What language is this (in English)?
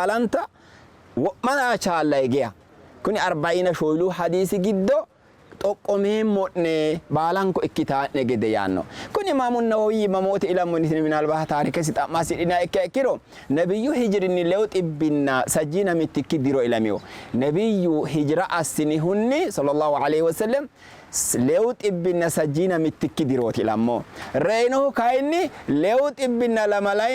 Sidamo